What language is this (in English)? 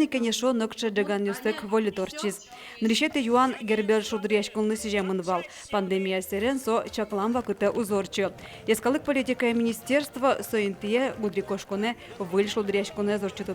Udmurt